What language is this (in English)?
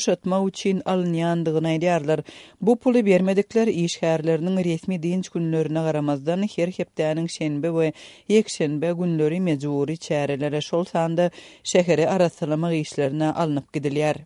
Turkmen